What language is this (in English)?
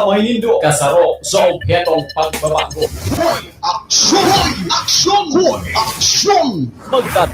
Bikol